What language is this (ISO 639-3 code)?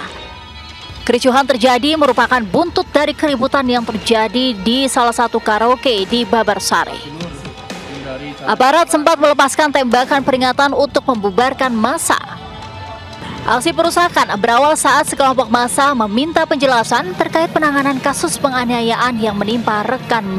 ind